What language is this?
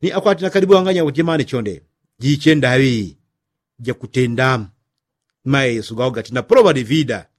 Yao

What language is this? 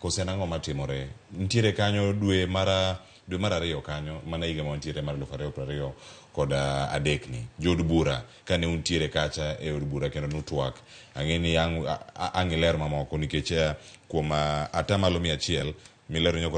Luo (Kenya and Tanzania)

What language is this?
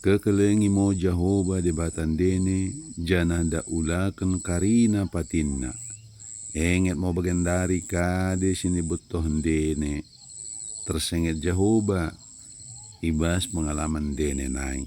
Batak Dairi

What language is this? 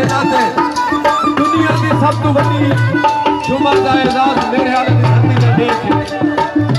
Saraiki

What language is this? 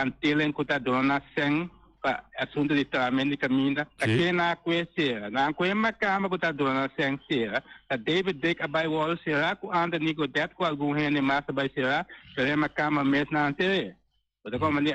Papiamento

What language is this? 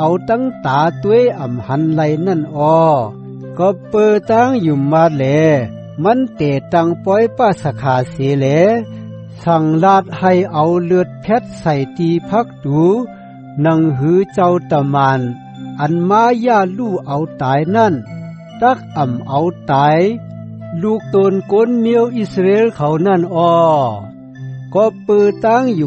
Shan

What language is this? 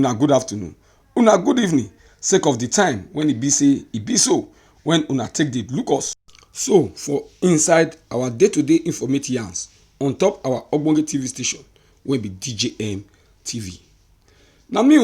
Nigerian Pidgin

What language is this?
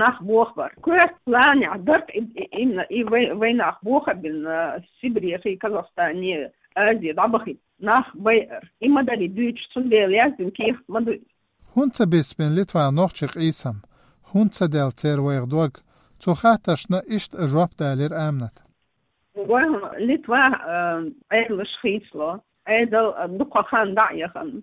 Chechen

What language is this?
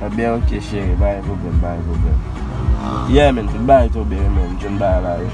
Haitian Creole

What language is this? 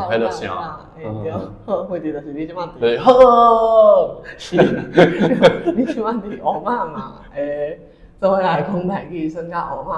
Min Nan Chinese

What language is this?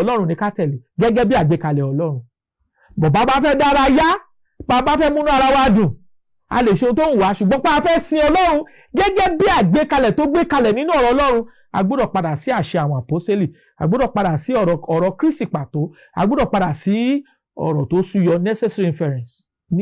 Yoruba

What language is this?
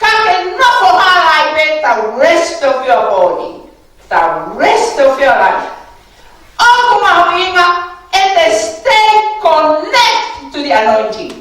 Tongan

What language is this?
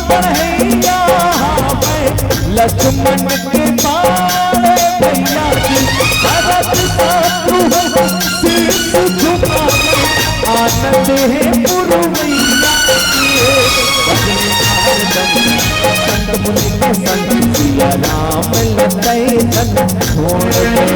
Chhattisgarhi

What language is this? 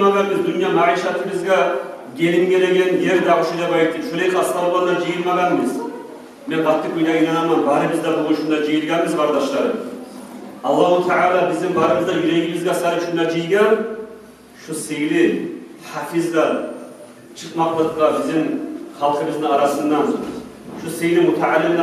Kumyk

